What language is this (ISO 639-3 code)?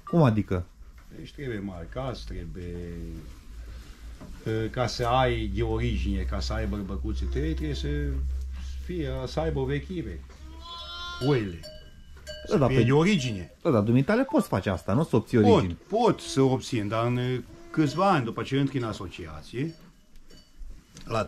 ron